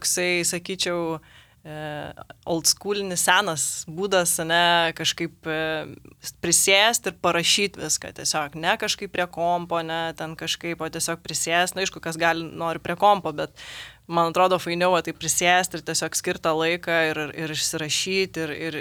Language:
Lithuanian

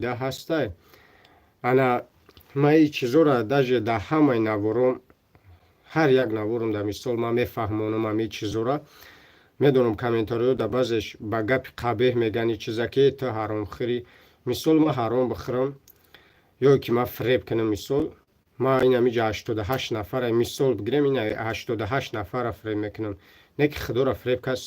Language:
Tajik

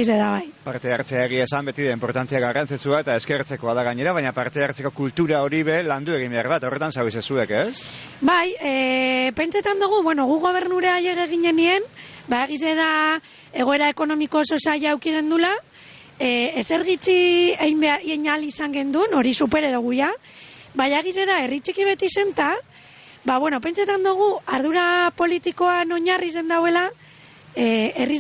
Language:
Basque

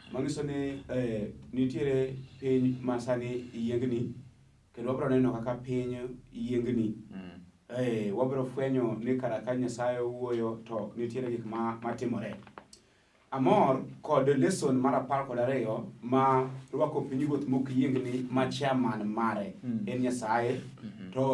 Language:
Luo (Kenya and Tanzania)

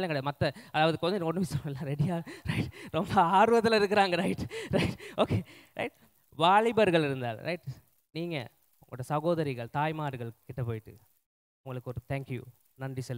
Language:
Tamil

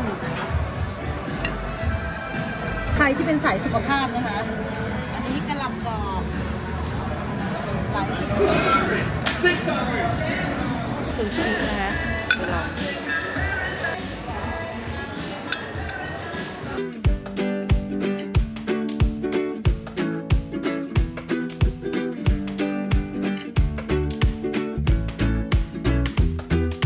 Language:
Thai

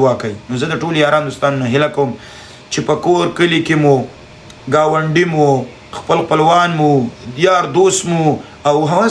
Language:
Pashto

